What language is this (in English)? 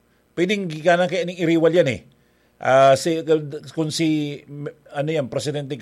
Bikol